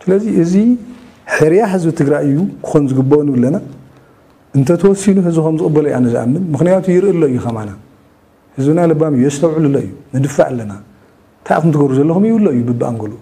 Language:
Tigrinya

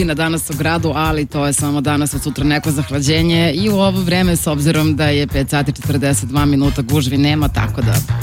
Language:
Serbian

